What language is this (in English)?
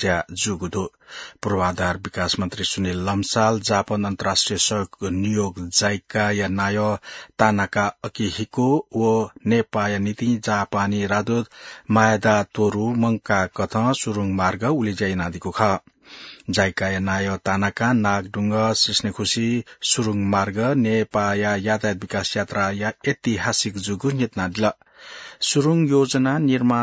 Newari